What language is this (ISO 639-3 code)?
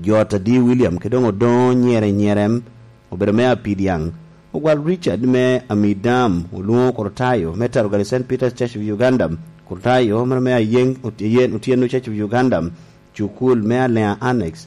laj